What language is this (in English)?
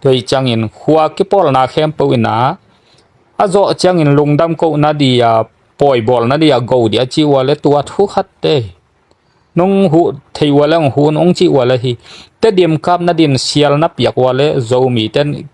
Tedim Chin